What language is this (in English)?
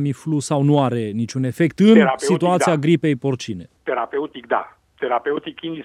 Romanian